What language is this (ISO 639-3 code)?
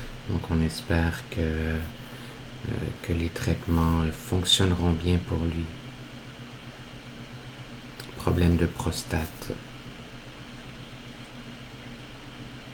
fra